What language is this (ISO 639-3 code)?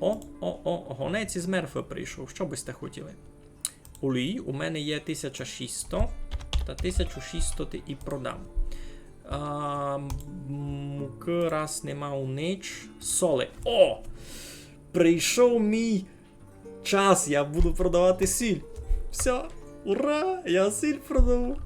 rue